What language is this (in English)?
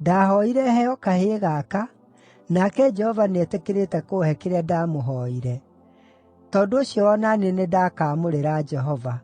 Kikuyu